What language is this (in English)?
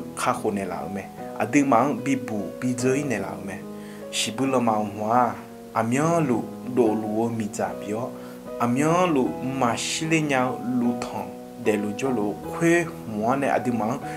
Akha